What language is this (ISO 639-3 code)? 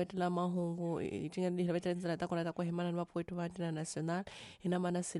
tso